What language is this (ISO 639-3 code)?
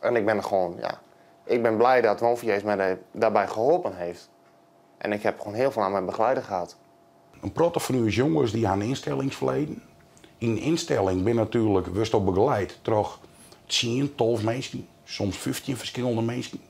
fry